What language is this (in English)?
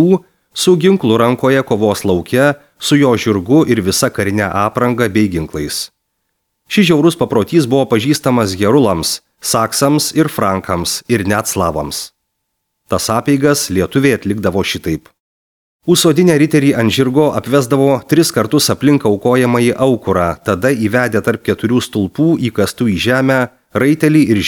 Lithuanian